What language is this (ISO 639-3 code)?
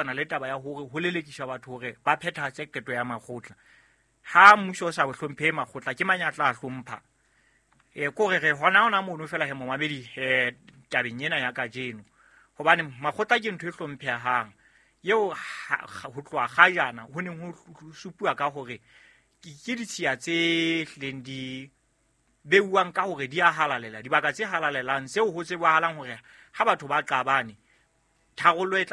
sot